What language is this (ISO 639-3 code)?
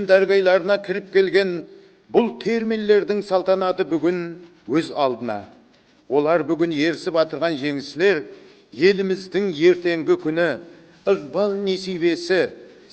kaa